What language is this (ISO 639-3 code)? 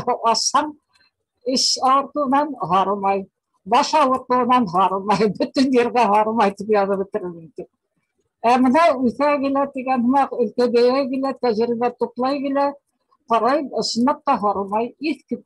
bak